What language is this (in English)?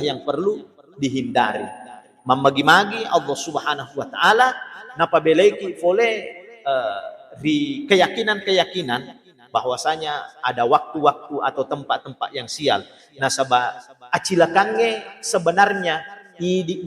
Buginese